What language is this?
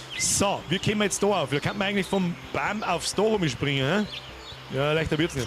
Bavarian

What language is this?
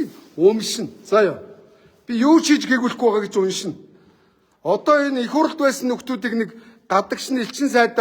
Mongolian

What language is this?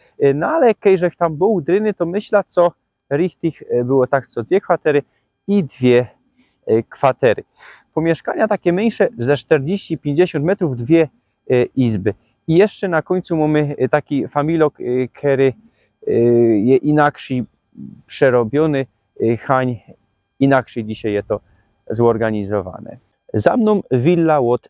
Silesian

